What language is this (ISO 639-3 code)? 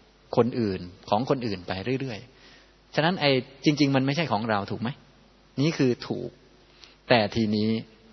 tha